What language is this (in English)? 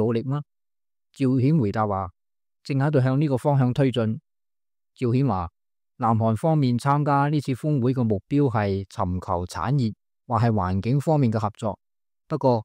Cantonese